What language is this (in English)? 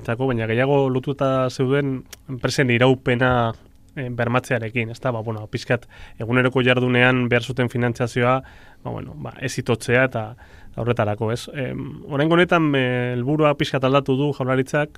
Basque